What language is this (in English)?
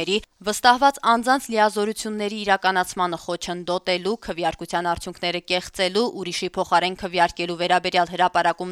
Armenian